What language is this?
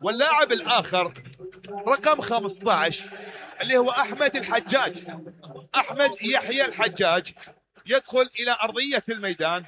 Mesopotamian Arabic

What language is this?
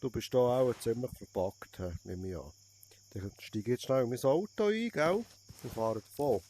Swiss German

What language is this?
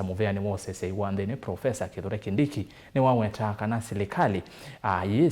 Kamba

